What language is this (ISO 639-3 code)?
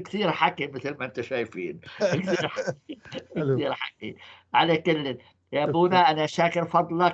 apc